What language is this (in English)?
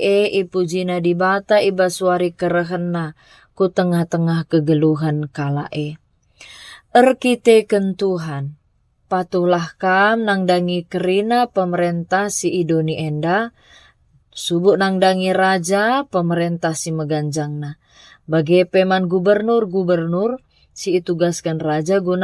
Batak Karo